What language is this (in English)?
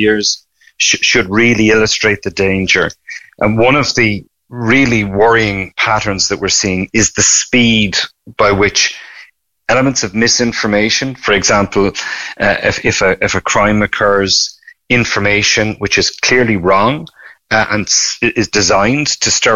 English